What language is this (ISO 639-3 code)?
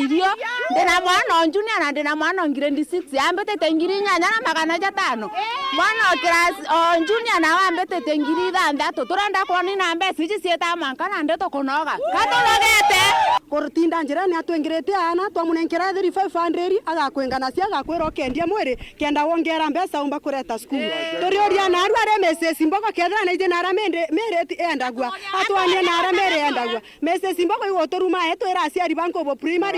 mer